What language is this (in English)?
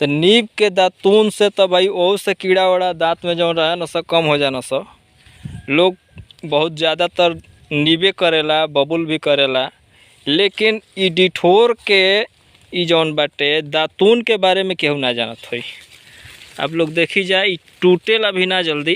Bhojpuri